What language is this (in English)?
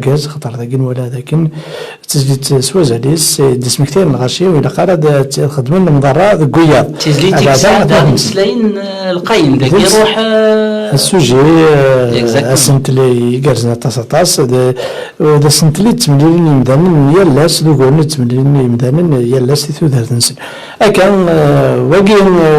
Kabyle